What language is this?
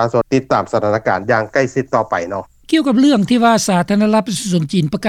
Lao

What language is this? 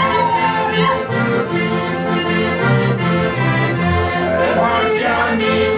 Slovak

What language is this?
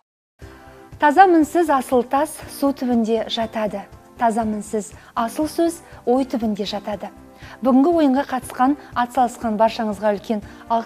Kazakh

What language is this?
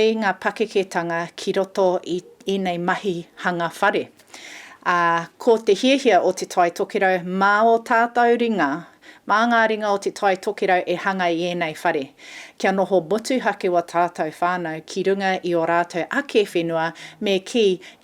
Māori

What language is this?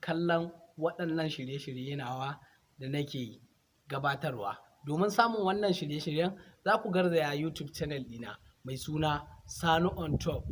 Hausa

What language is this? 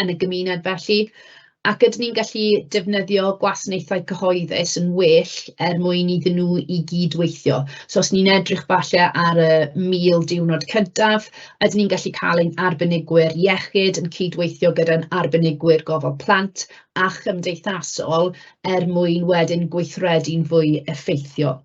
Welsh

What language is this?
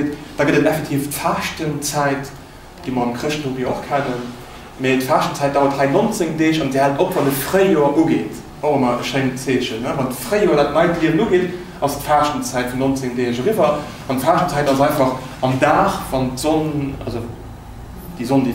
Luxembourgish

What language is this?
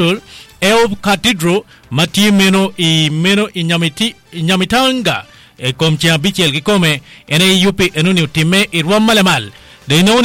Acoli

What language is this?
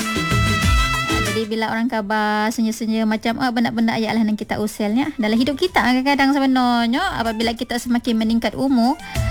Malay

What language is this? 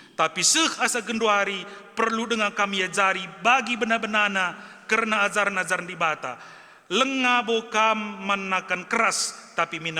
Batak Karo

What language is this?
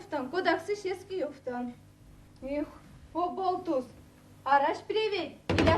Erzya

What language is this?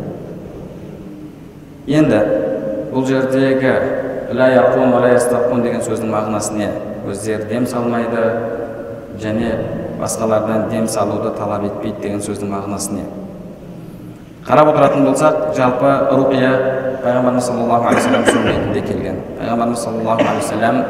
Kazakh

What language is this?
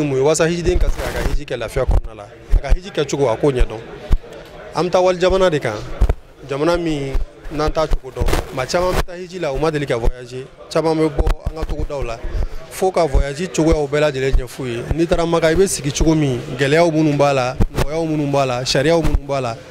Bambara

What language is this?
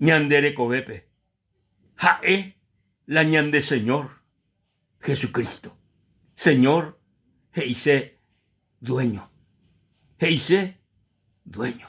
Guarani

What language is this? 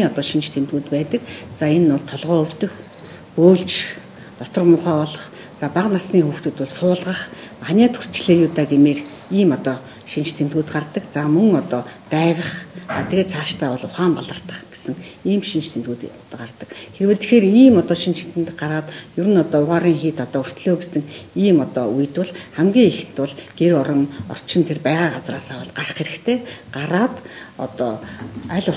Mongolian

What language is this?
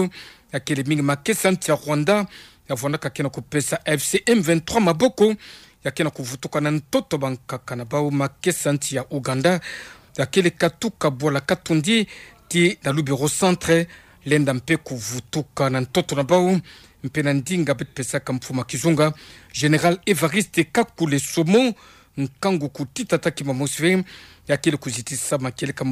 Kituba (Democratic Republic of Congo)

